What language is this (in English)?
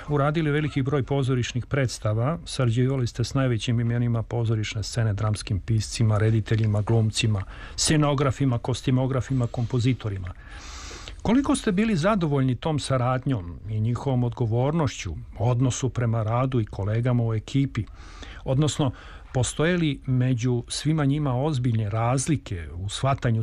Serbian